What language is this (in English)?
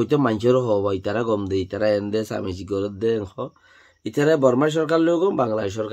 Rohingya